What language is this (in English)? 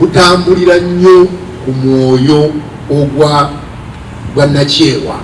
Ganda